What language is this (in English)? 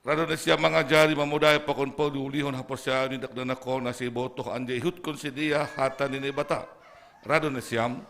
Batak Simalungun